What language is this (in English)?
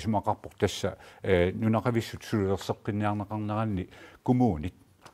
Kalaallisut